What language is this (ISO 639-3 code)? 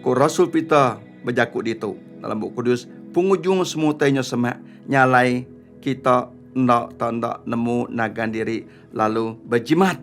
iba